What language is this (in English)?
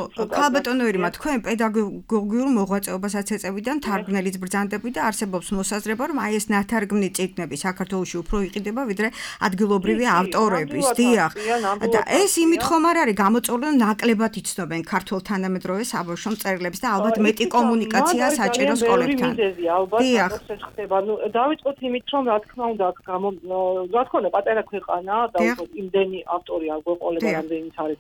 Georgian